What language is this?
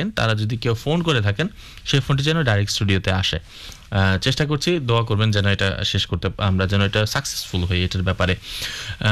Bangla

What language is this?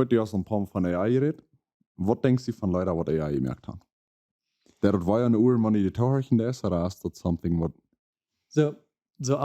Plautdietsch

